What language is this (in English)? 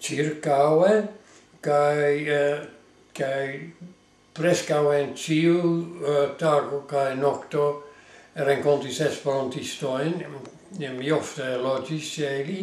Esperanto